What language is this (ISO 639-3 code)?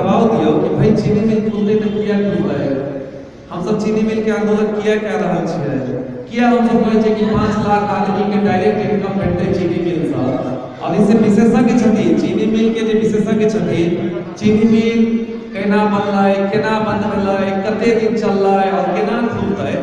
mai